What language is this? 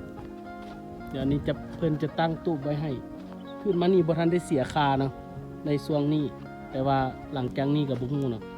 Lao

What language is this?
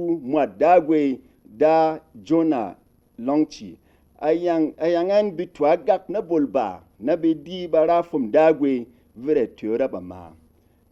Berom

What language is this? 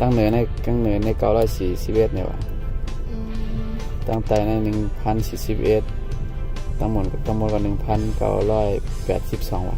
Shan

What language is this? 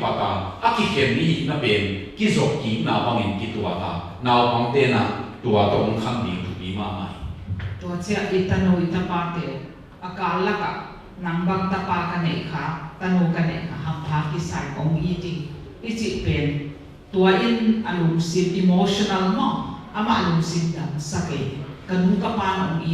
Tedim Chin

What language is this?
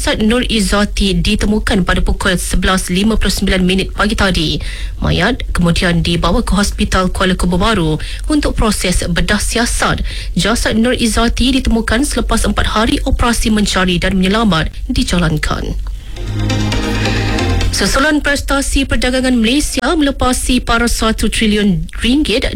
Malay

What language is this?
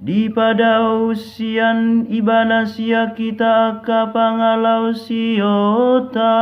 Batak Toba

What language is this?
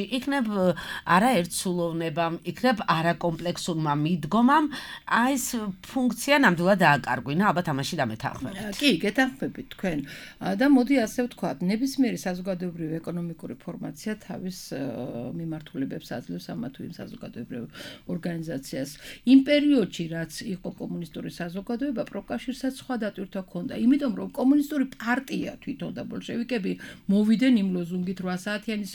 Georgian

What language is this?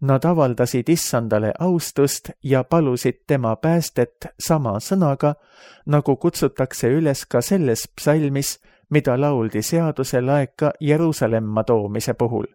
Estonian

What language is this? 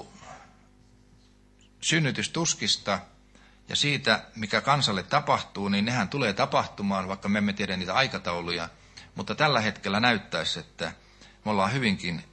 Finnish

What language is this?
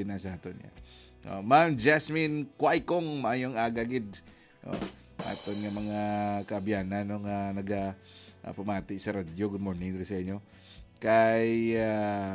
Hiligaynon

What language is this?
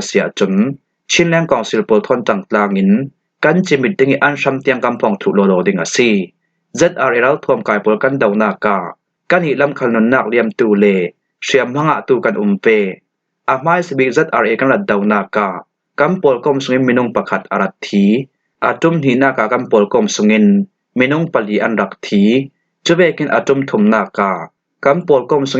Falam Chin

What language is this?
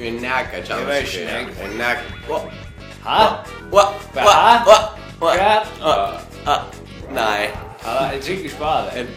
Faroese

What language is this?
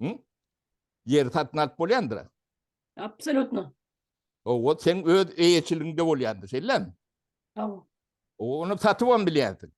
Turkmen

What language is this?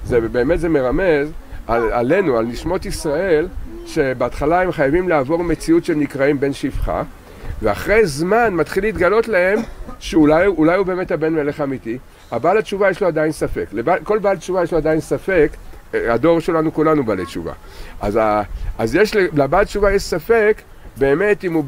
Hebrew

